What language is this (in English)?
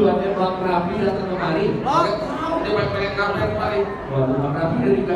Betawi